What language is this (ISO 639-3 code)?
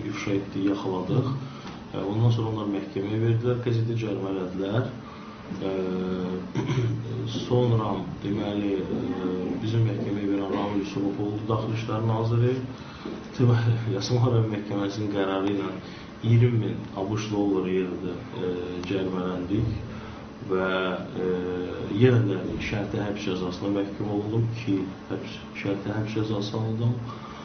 aze